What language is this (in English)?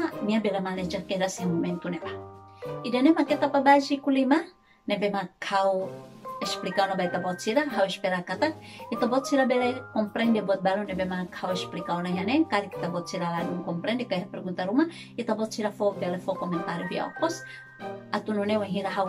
Tetum